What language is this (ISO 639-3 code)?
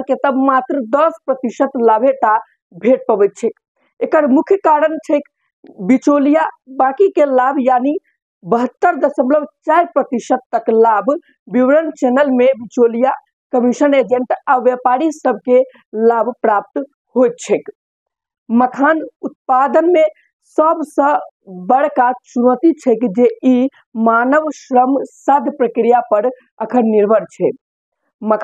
mai